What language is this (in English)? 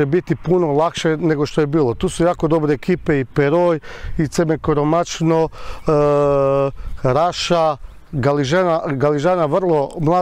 Croatian